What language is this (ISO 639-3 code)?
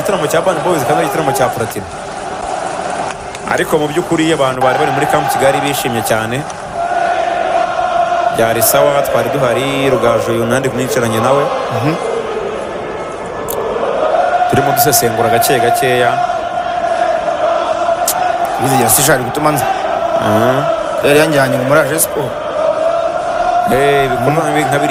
kin